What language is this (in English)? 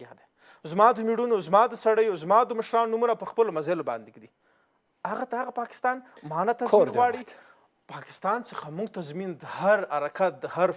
Pashto